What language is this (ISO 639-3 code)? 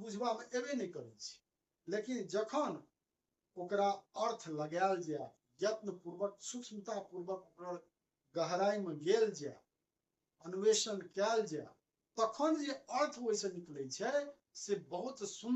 mai